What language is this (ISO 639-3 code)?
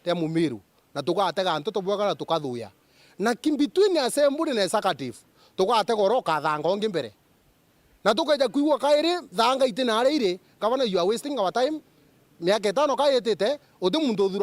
mer